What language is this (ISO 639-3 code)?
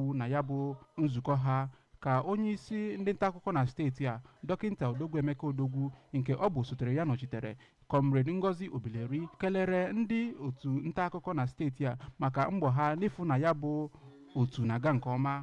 ibo